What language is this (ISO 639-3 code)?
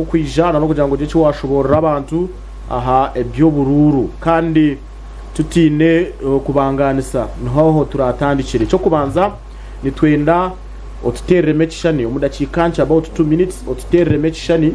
nyn